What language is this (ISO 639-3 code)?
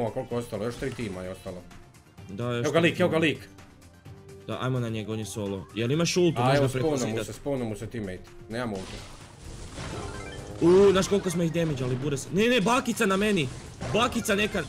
hrv